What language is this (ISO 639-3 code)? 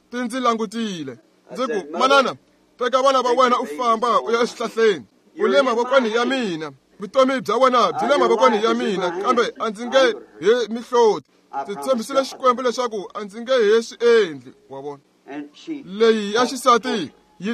tso